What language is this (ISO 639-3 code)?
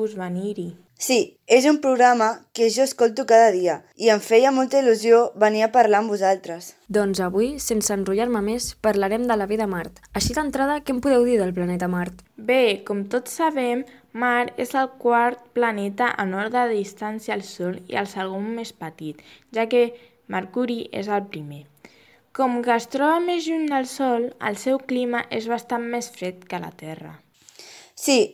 cat